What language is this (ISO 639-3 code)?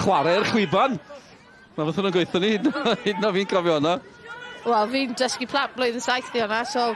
cym